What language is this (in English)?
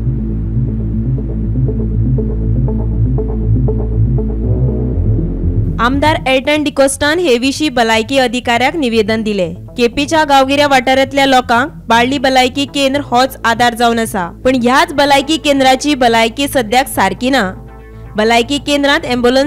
Konkani